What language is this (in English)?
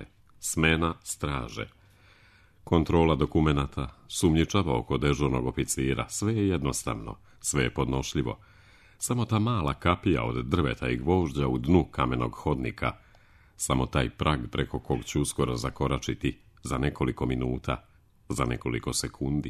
Serbian